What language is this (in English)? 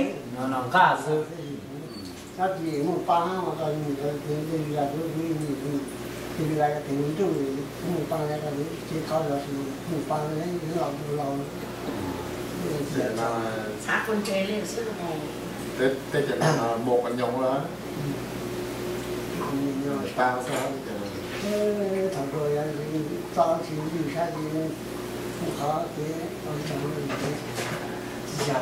Vietnamese